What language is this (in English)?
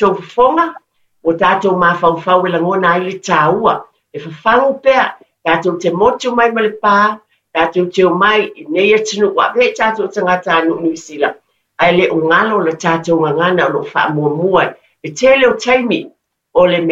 Samoan